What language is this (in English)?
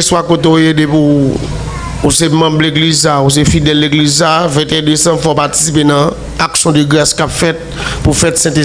Haitian Creole